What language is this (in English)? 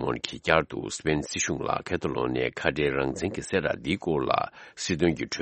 Tibetan